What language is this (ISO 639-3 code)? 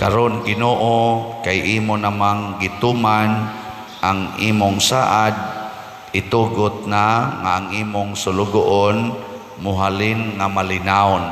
ceb